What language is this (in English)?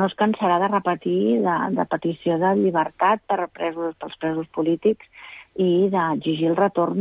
Catalan